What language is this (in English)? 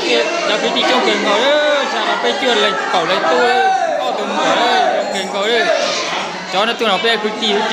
Hmong